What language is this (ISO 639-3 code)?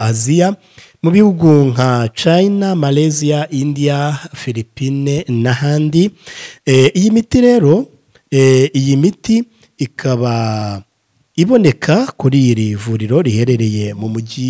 kin